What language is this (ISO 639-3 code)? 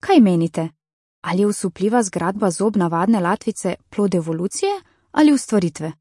slv